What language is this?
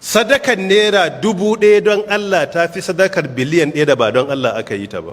Hausa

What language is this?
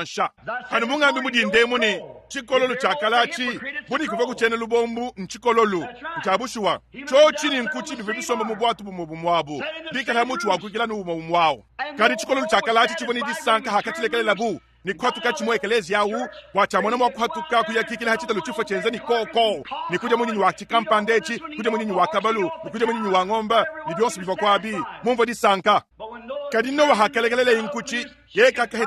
Luba-Lulua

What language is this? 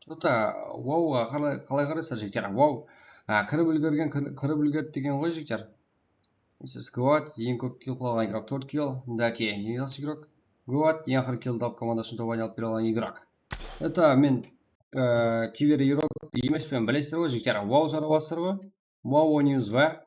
Kara-Kalpak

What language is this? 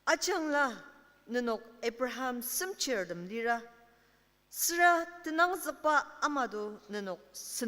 Ao Naga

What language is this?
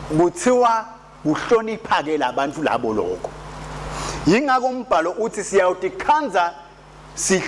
Swati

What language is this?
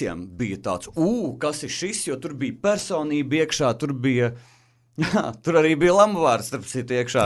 Latvian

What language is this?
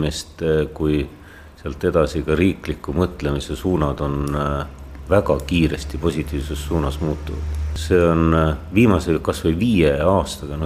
Estonian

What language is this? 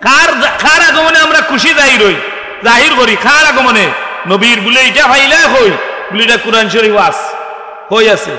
Sylheti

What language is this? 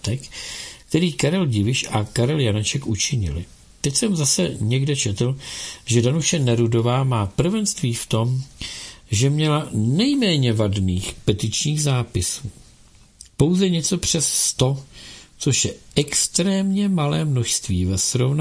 Czech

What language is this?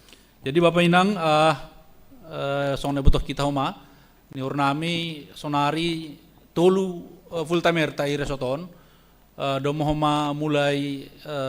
Batak Simalungun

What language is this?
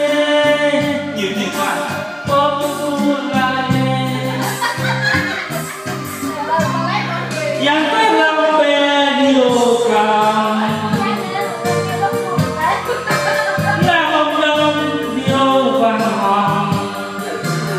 Vietnamese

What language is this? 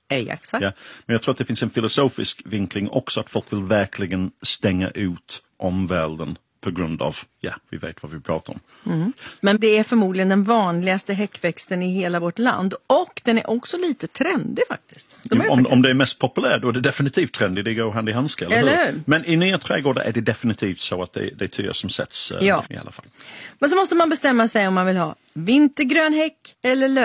Swedish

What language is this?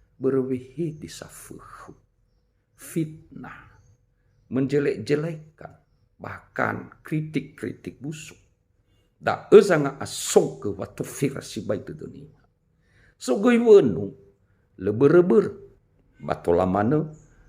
Nias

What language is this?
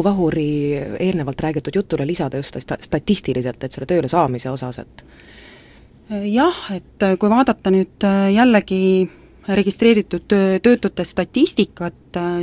Estonian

